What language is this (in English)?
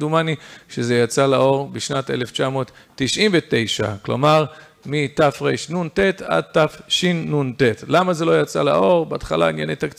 Hebrew